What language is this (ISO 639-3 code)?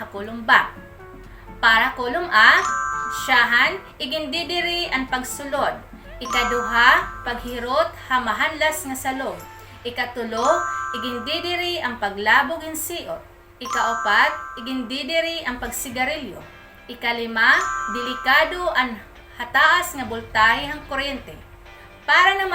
war